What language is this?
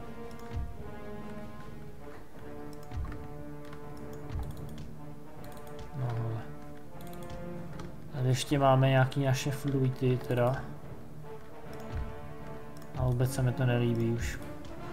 Czech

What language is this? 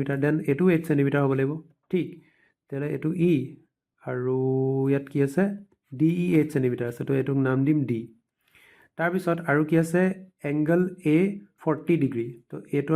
Assamese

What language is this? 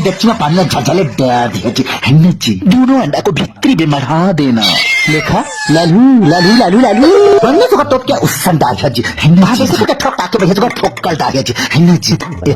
Chhattisgarhi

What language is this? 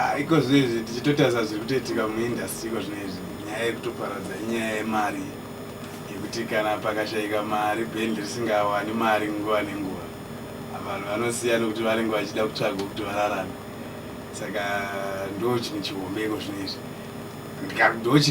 Shona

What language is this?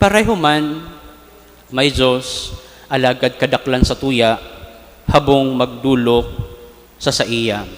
Bikol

